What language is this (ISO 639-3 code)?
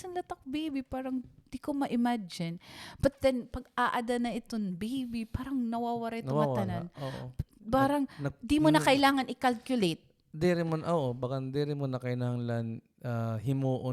war